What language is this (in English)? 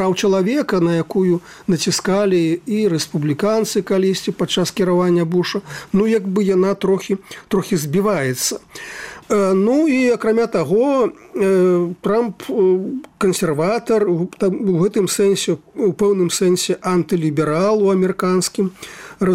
Belarusian